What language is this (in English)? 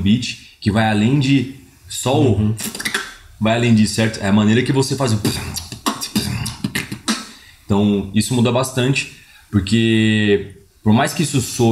Portuguese